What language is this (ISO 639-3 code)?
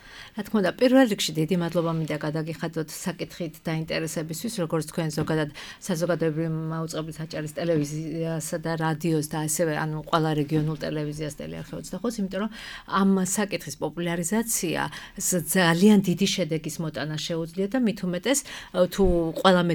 kat